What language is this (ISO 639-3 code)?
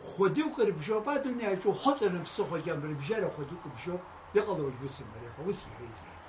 abk